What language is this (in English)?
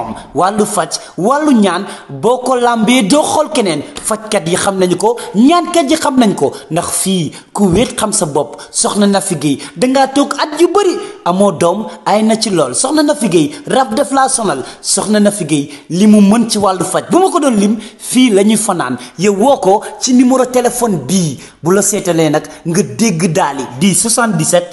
Wolof